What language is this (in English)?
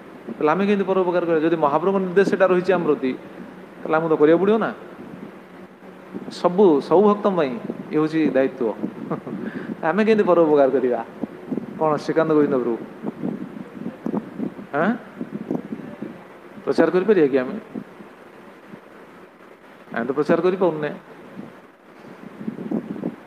Odia